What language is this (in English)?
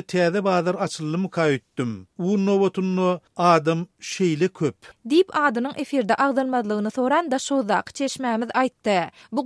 Turkmen